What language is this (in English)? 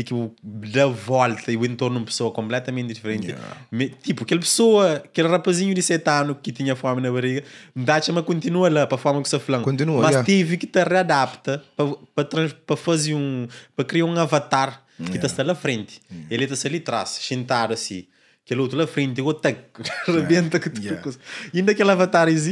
Kabuverdianu